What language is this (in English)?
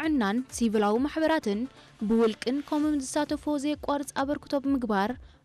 Tigrinya